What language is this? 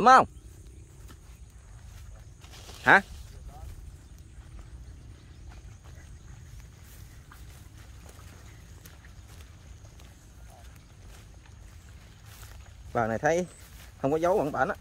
Vietnamese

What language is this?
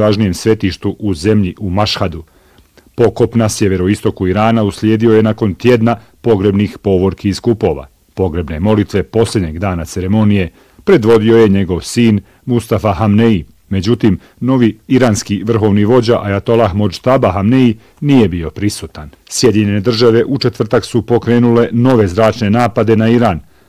Bosnian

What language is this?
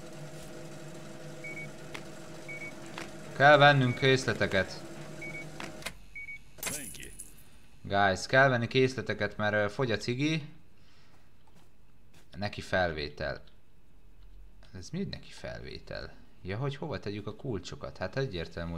Hungarian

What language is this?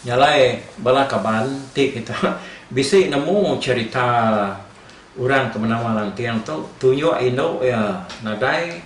Iban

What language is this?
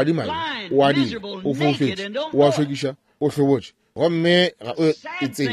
Northern Sotho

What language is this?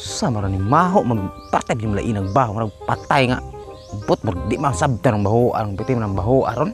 Cebuano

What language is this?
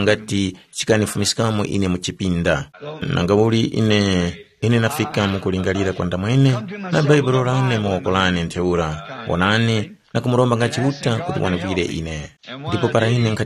Tumbuka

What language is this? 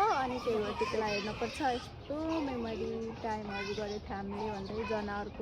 Nepali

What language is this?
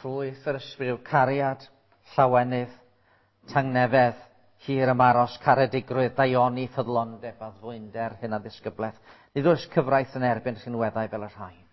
Welsh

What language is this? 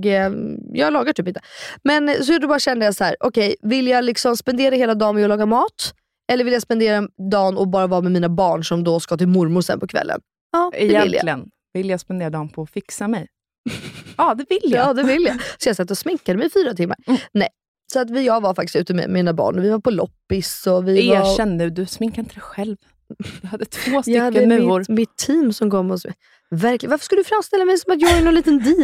Swedish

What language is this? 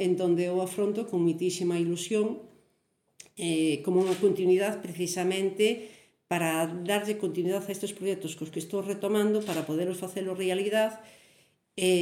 Galician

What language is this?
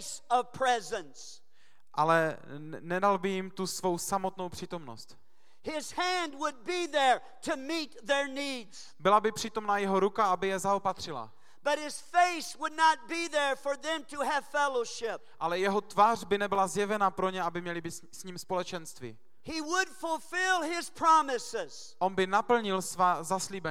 Czech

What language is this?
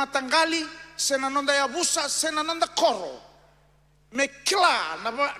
Fijian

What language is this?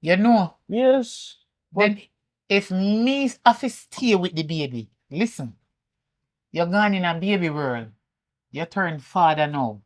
Jamaican Creole English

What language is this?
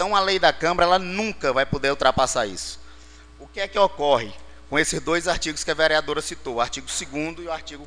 Portuguese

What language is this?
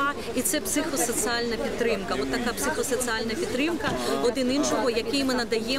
Ukrainian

